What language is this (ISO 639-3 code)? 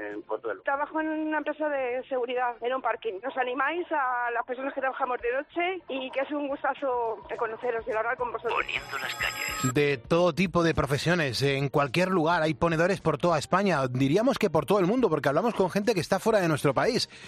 spa